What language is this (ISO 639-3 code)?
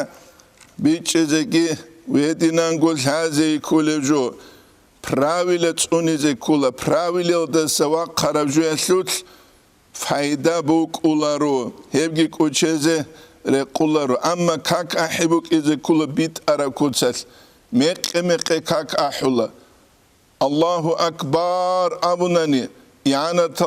ava